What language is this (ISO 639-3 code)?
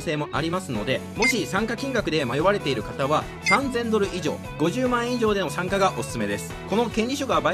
jpn